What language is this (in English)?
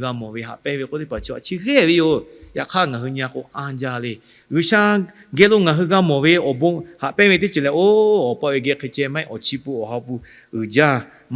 Lahu